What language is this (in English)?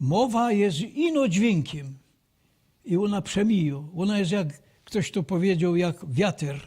Silesian